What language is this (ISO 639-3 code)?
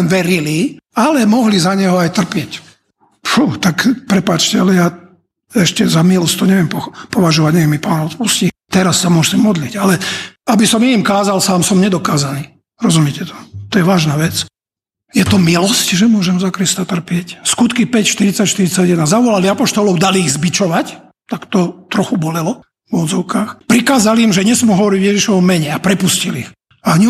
slk